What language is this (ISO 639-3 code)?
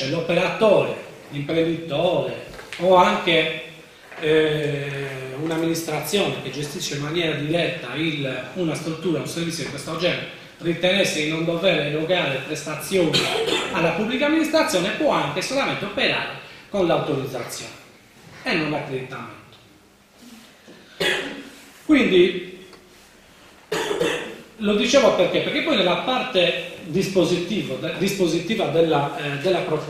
ita